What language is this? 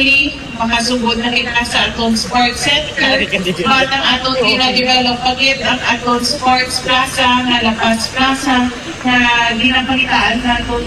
Hiligaynon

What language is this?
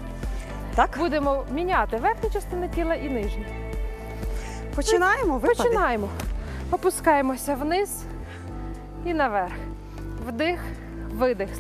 Ukrainian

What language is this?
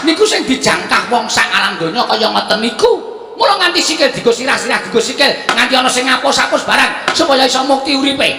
Javanese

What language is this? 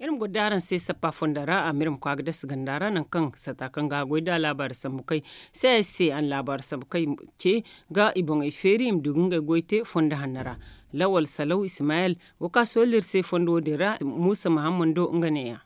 Zarma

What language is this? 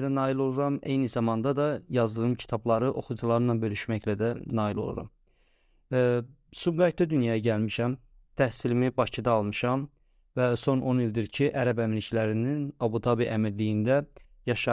Azerbaijani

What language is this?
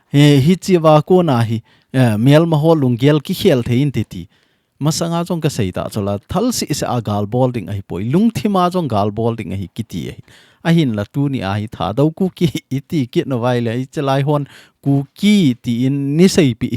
Thado Chin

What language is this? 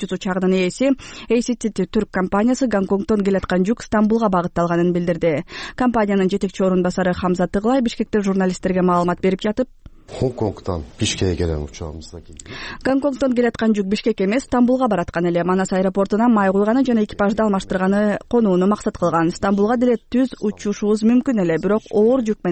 Kyrgyz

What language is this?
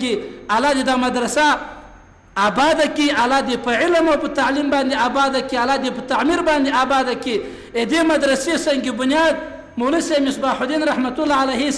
Pashto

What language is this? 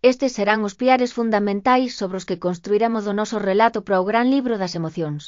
Galician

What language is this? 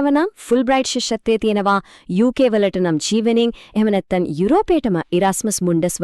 Sinhala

